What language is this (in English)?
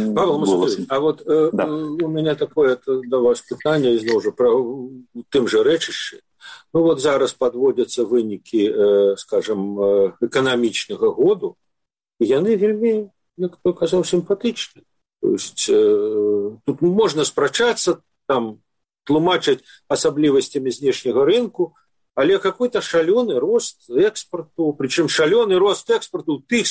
Belarusian